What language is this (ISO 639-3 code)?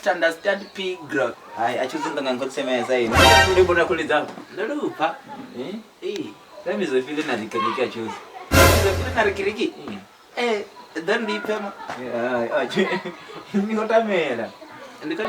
ven